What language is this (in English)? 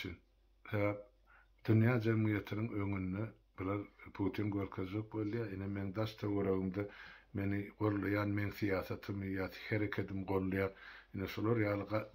Turkmen